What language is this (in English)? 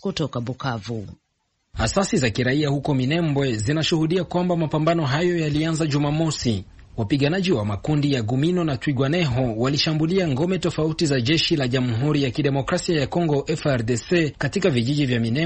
Swahili